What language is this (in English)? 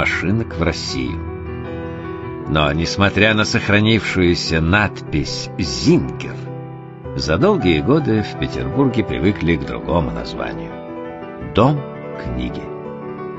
Russian